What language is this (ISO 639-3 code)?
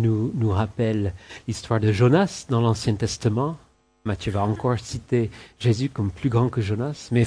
fra